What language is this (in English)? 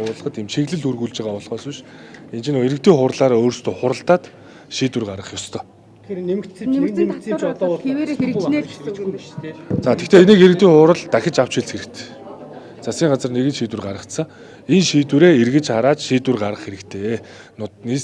Mongolian